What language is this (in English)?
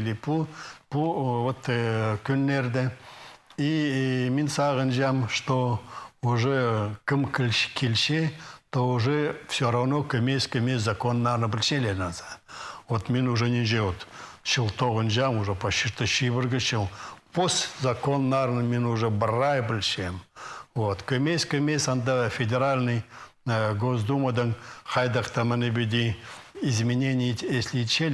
Khakas